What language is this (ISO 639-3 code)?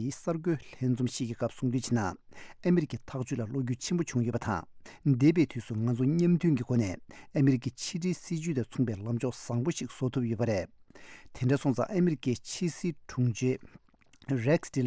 bod